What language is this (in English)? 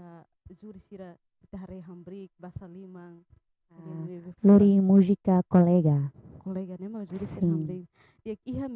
Tetum